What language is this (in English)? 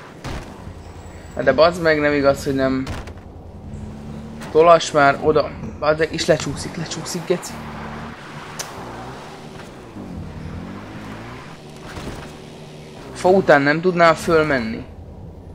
Hungarian